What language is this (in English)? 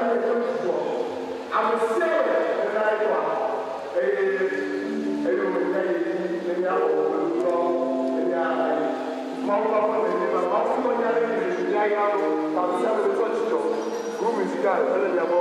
Ewe